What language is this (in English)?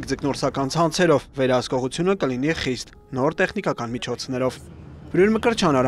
Armenian